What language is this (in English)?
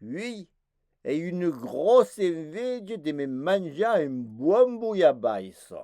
Occitan